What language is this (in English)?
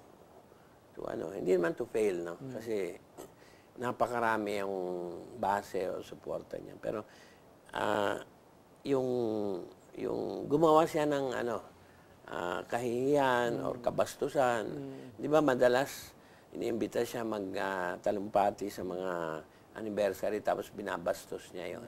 Filipino